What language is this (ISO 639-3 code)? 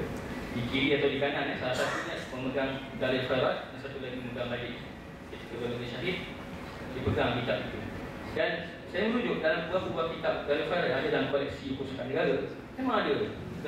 msa